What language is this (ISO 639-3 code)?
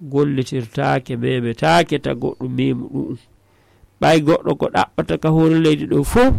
ful